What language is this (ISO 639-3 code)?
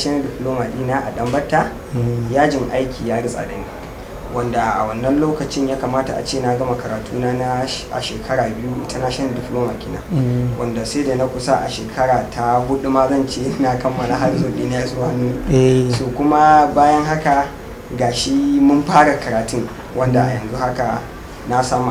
hau